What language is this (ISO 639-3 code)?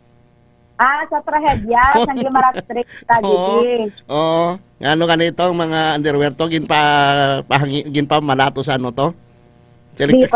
hil